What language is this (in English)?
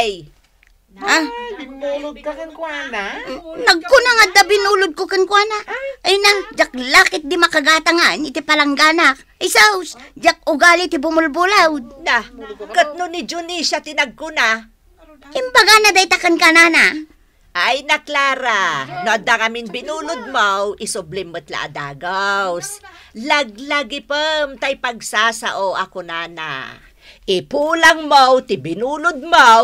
Iloko